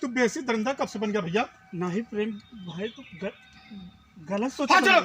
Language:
Awadhi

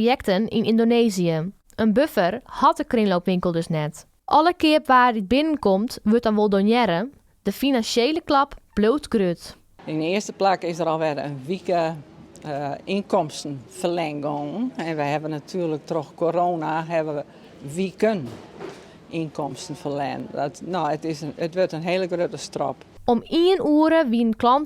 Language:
Western Frisian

